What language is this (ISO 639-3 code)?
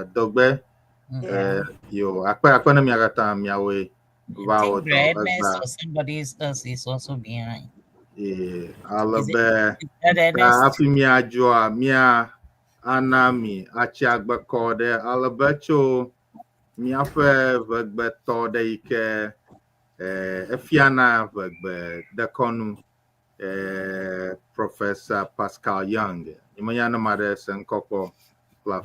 ewe